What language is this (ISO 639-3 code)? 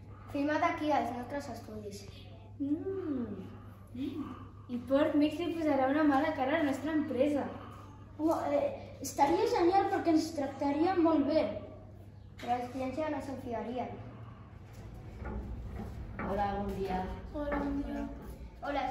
cat